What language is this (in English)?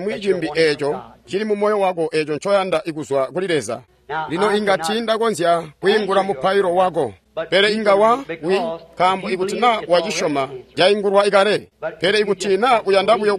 Tonga (Zambia)